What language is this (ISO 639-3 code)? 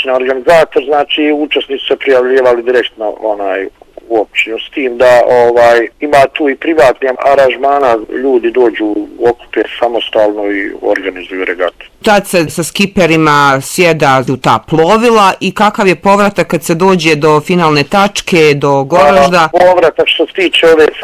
bos